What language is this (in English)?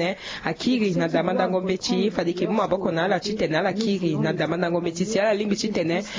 Sango